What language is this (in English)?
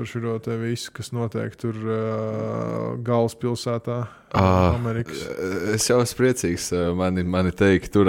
Latvian